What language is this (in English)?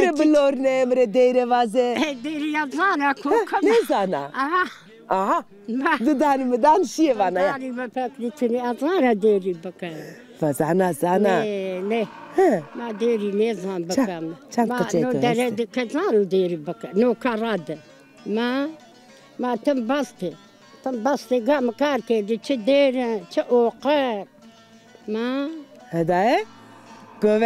Zaza